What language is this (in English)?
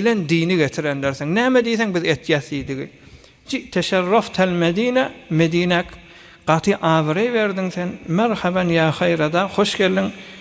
Turkmen